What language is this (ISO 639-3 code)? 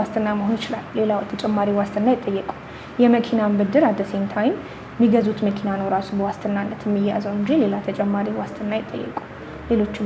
amh